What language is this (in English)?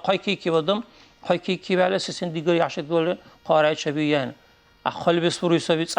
Dargwa